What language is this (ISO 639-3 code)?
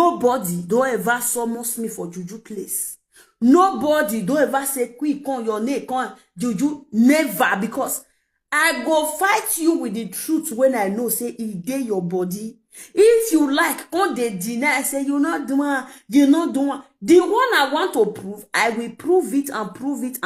pcm